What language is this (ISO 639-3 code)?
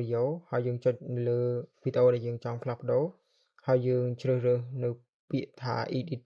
khm